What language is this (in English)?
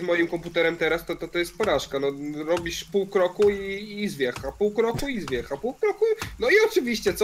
Polish